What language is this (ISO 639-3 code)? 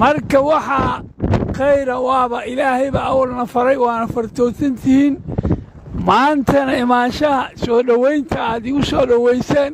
som